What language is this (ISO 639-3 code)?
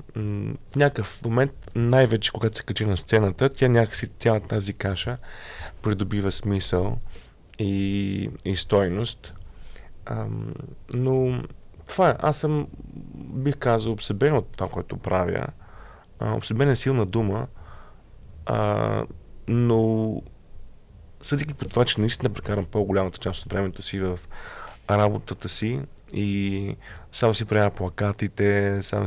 bul